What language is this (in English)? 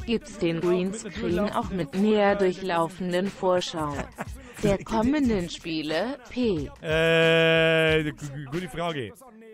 Bavarian